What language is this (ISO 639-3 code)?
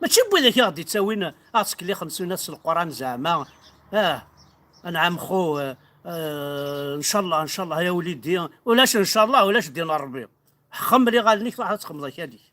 kab